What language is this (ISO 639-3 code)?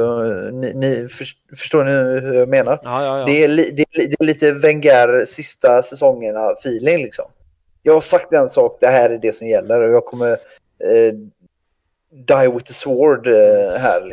swe